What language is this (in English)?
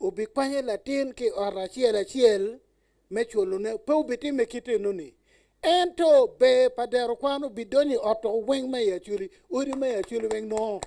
Acoli